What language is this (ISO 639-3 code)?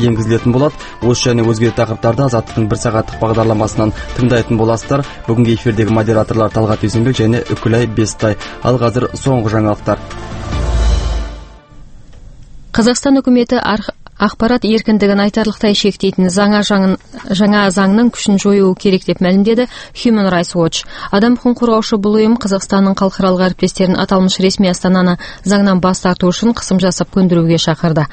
kaz